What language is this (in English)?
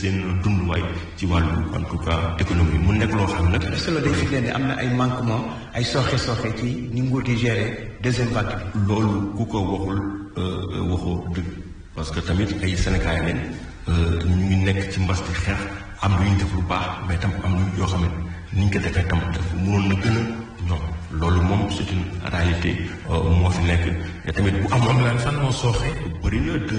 Wolof